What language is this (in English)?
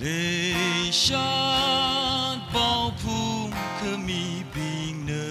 Tangkhul Naga (India)